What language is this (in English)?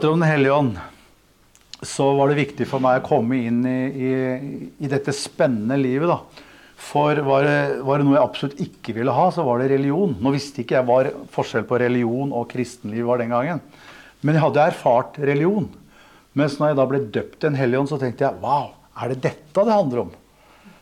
Norwegian